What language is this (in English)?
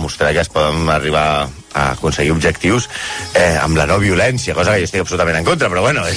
Catalan